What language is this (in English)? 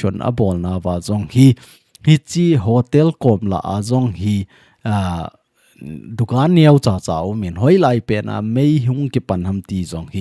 Thado Chin